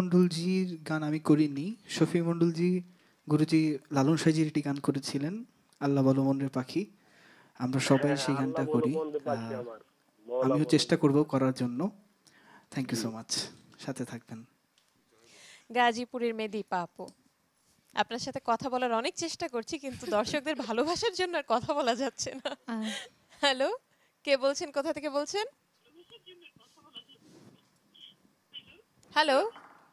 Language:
Bangla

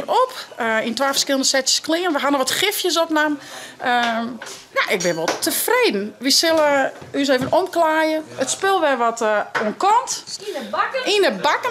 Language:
Western Frisian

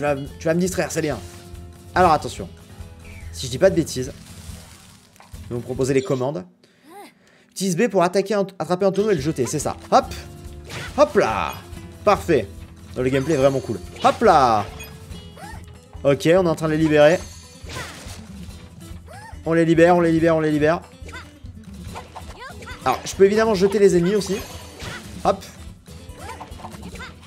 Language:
French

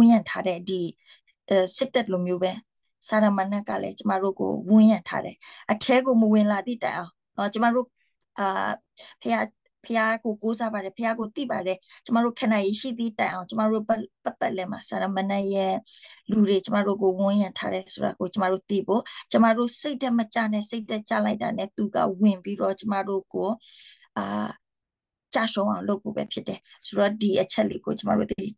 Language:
Burmese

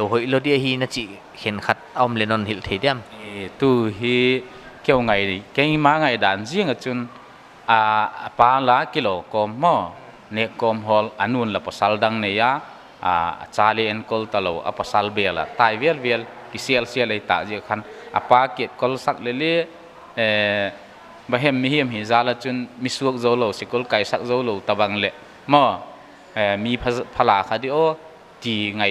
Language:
Paite Chin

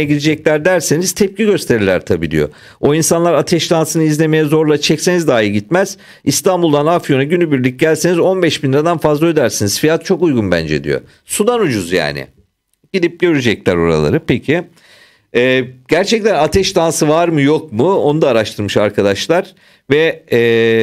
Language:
Turkish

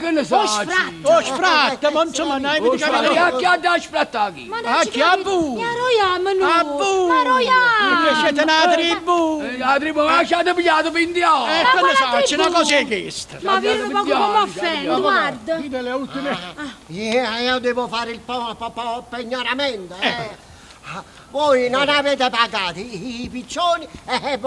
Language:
Neapolitan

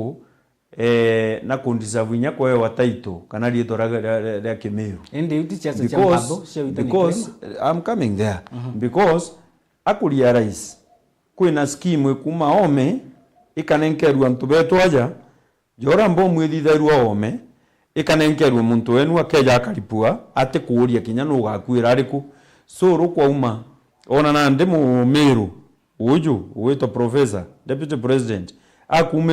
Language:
Meru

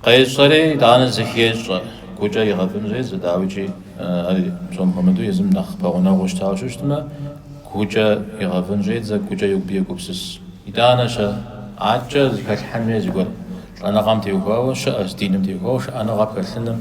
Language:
Kabardian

